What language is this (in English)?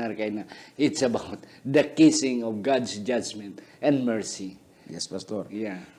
Hiligaynon